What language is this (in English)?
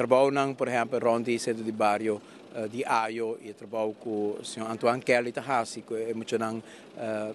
Papiamento